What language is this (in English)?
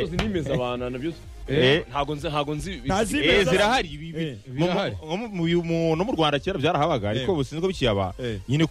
Kinyarwanda